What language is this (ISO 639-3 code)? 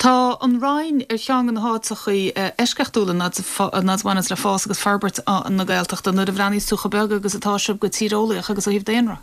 gle